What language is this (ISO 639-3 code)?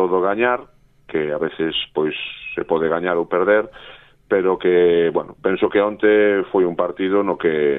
glg